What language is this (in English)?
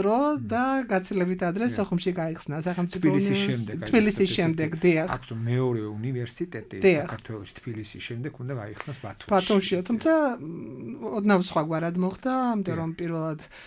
Georgian